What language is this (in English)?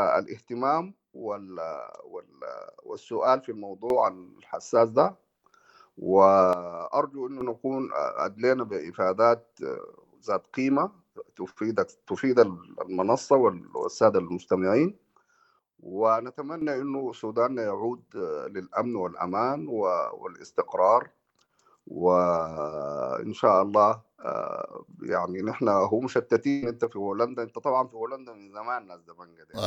Sudanese Arabic